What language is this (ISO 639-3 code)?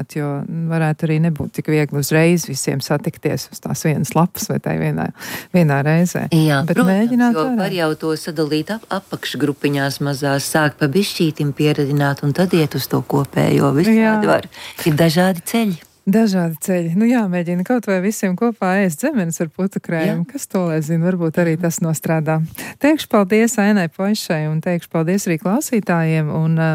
lav